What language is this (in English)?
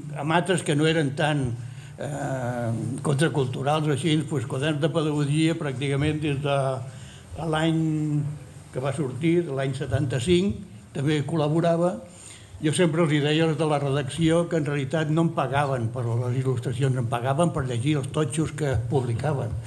Catalan